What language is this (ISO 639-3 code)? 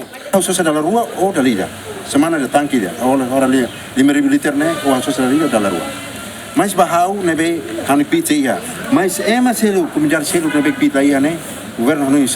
tet